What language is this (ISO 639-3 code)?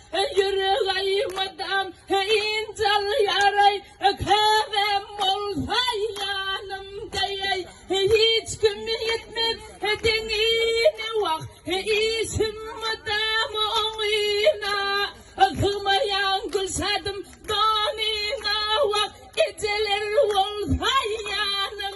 tuk